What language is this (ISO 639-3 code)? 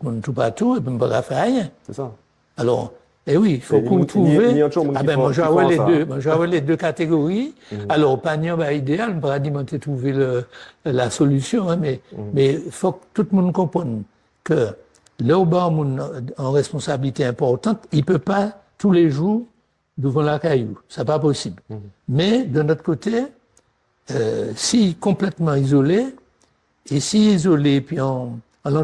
gcf